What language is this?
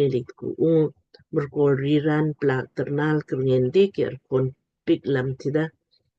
Lamkang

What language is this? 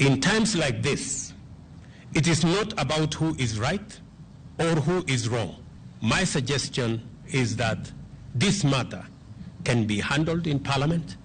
Luo (Kenya and Tanzania)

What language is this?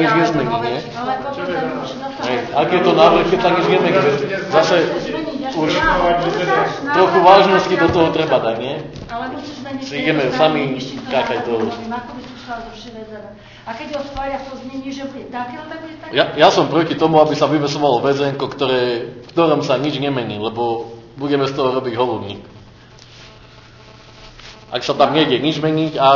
Slovak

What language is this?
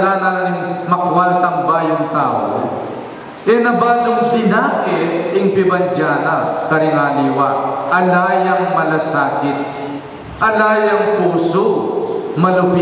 Pampanga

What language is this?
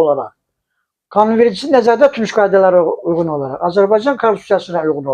Azerbaijani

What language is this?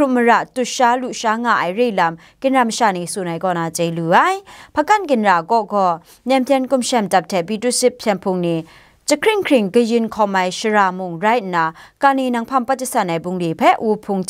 Kachin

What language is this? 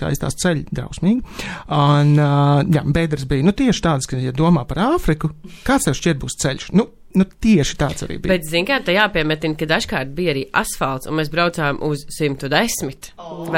Latvian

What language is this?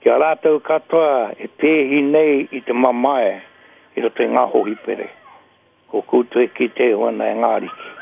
Māori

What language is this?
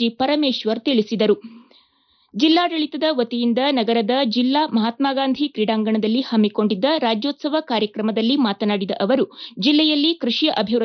Kannada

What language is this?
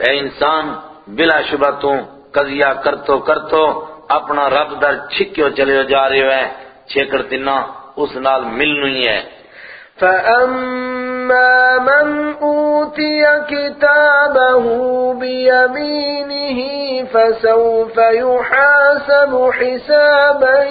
Gujari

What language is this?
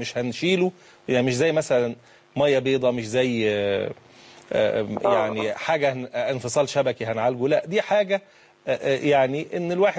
Egyptian Arabic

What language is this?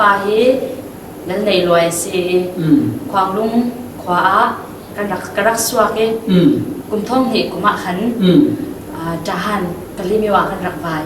Falam Chin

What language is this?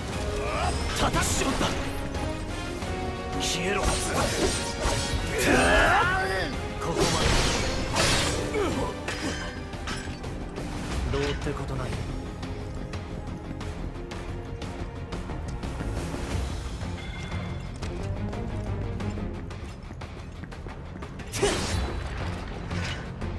Japanese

